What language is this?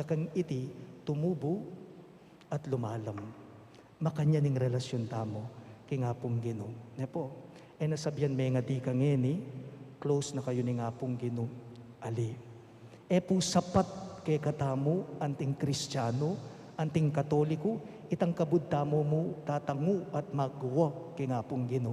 Pampanga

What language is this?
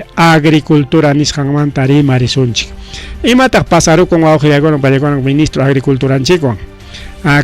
Ayacucho Quechua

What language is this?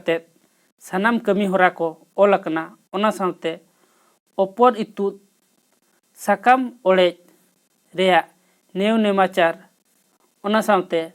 Santali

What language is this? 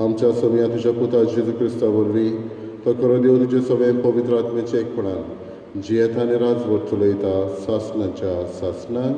Konkani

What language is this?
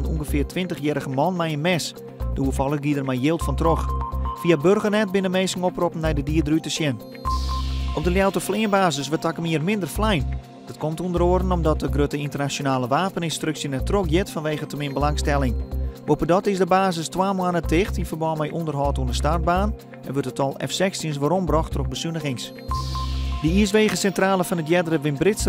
Western Frisian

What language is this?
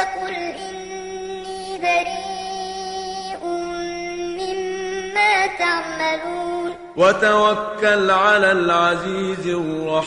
Arabic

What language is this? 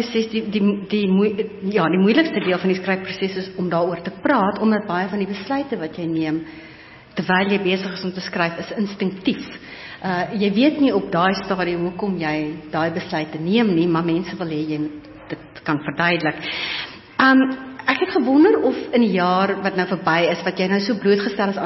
Afrikaans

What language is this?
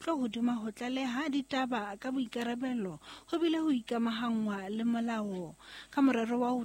Southern Sotho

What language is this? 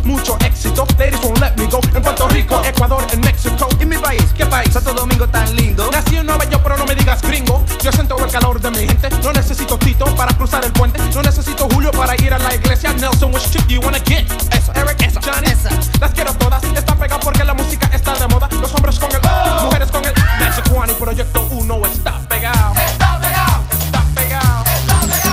Spanish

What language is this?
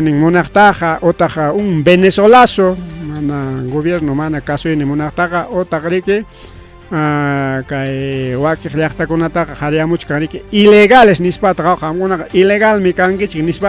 Ayacucho Quechua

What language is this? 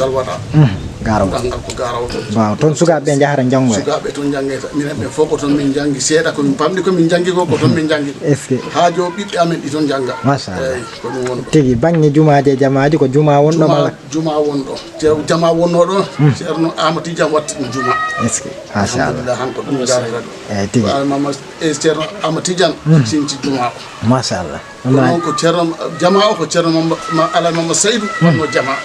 Fula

